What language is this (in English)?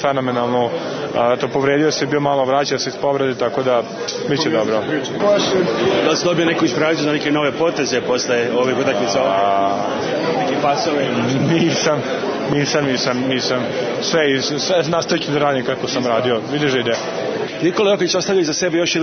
Serbian